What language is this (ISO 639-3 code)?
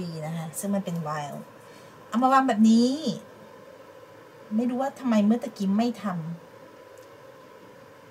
tha